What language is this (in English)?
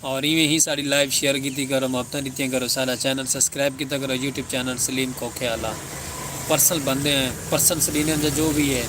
Saraiki